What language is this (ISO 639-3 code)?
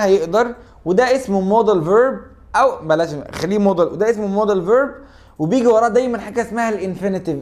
arz